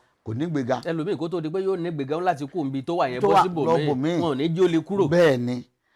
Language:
Yoruba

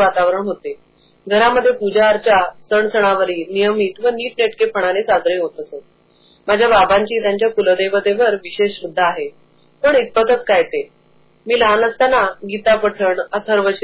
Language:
Marathi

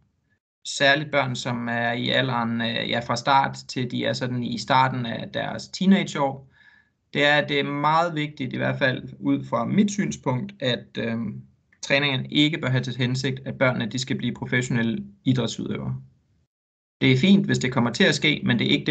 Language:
Danish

